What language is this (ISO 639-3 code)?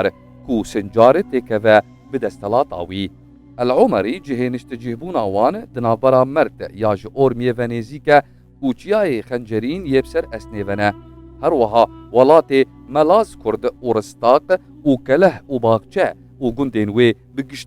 kur